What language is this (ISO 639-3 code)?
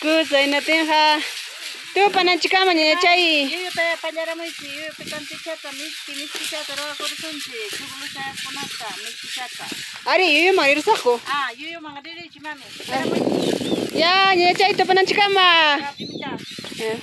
quy